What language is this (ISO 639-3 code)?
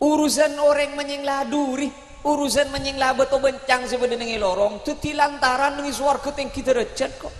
mad